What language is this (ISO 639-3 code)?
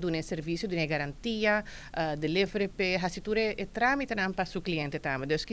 pap